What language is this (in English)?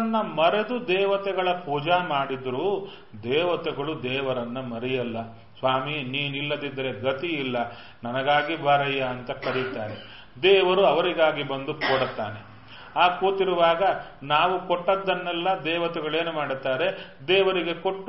Kannada